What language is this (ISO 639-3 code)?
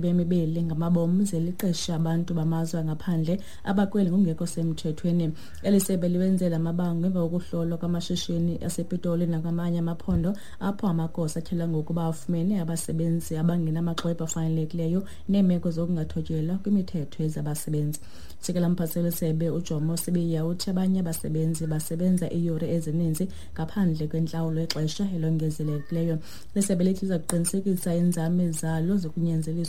xho